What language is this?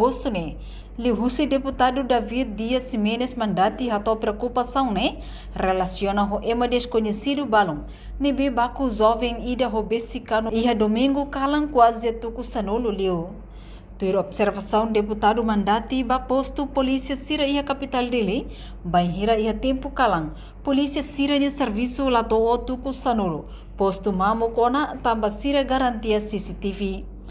Tetum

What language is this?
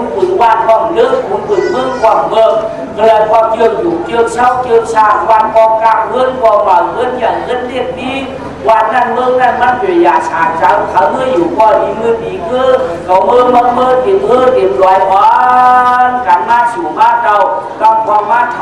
Shan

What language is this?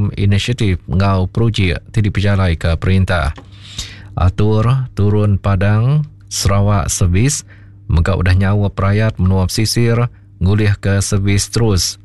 Iban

